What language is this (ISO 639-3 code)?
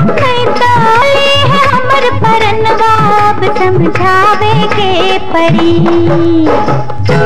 bho